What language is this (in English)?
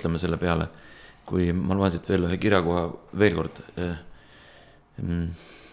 Estonian